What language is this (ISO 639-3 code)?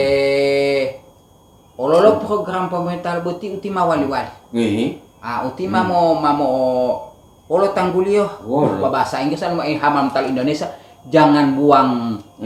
gor